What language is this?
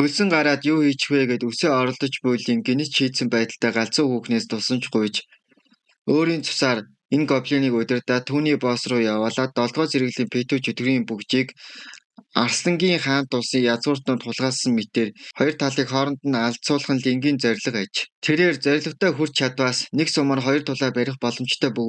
Mongolian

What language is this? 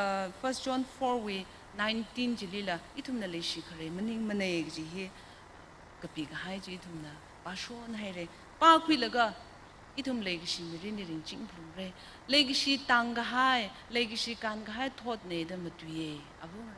Tangkhul Naga (India)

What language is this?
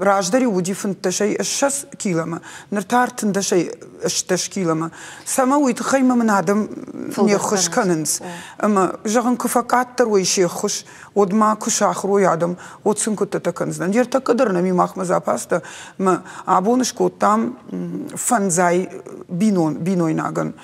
Ossetic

